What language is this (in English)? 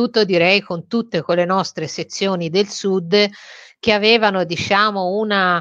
Italian